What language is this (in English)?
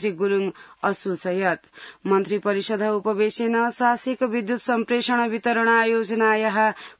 Sanskrit